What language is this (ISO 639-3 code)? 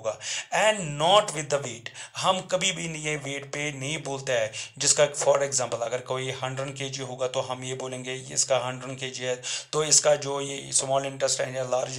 hin